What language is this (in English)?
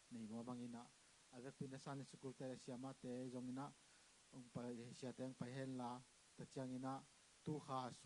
Tedim Chin